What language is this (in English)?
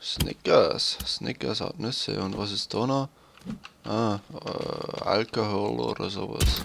Bavarian